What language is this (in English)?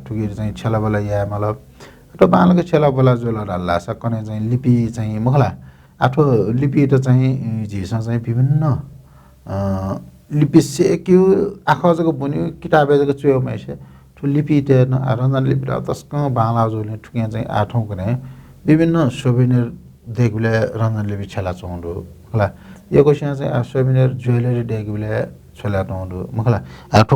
Newari